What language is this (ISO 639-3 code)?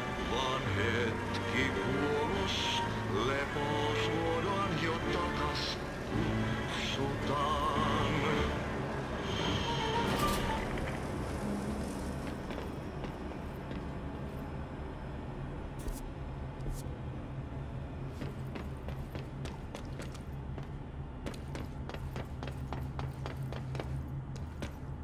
fin